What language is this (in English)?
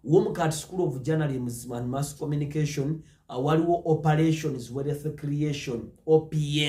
Ganda